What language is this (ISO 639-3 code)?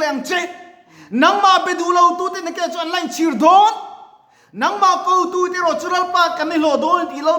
lus